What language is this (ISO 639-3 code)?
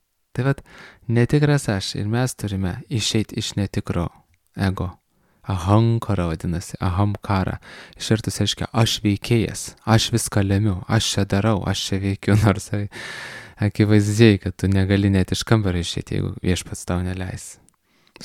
lit